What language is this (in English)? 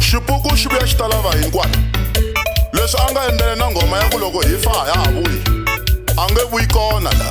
Tsonga